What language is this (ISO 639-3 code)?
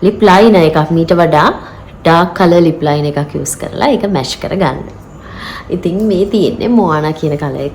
sin